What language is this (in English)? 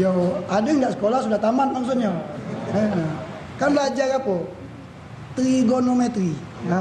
Musi